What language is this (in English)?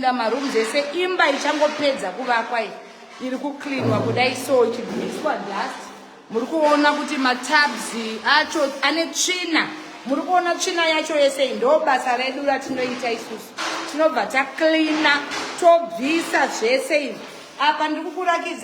Shona